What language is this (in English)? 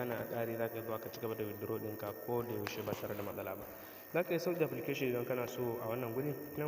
Hausa